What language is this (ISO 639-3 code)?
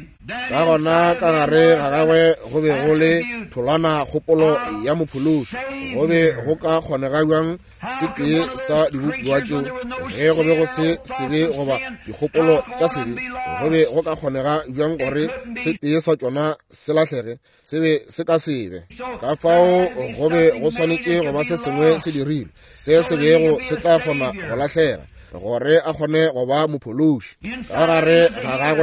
nso